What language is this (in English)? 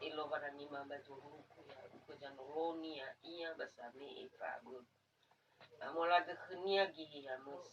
Nias